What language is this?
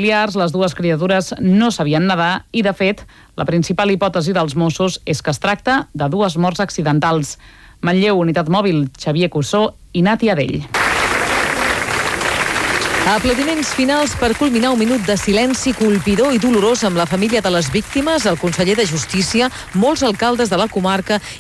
Catalan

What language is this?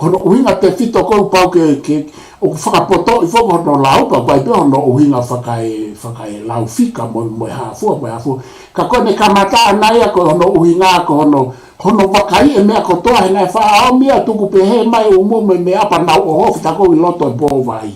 Tongan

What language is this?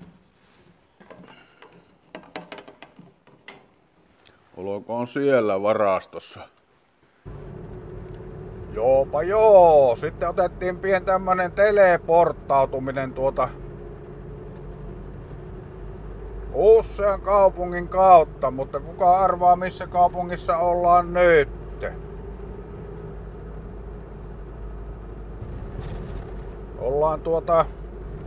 Finnish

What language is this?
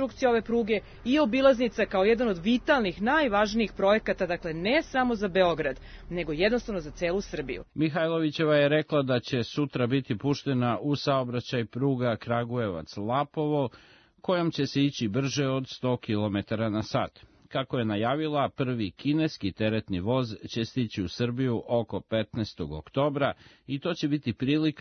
Serbian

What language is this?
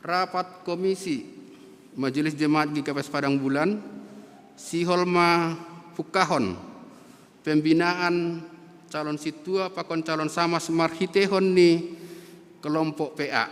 Batak Simalungun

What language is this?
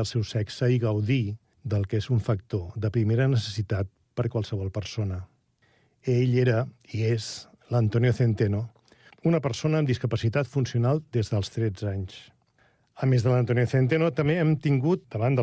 Catalan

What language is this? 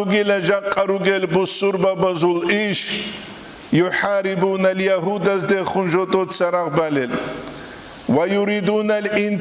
Avaric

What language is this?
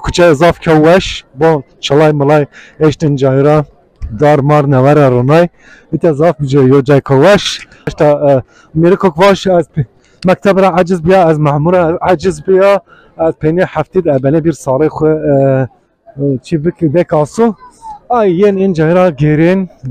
Zaza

